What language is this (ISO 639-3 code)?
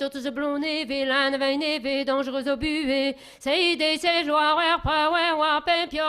bre